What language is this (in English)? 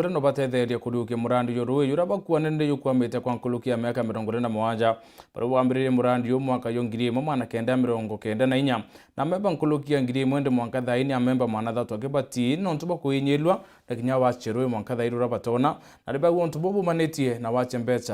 Meru